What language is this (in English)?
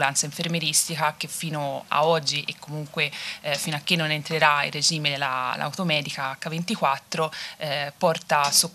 Italian